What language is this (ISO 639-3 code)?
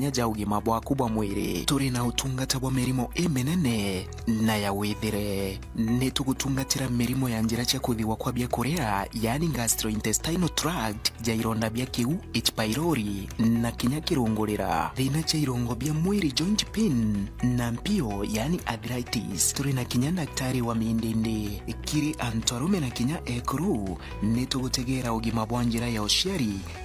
mer